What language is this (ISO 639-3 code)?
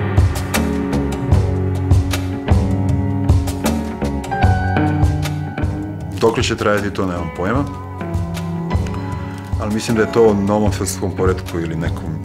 srp